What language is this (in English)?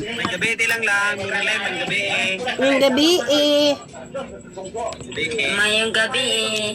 Cebuano